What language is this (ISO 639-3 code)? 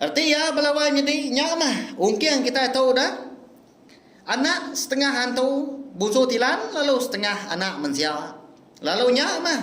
iba